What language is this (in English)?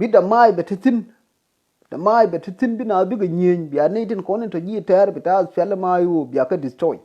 Nuer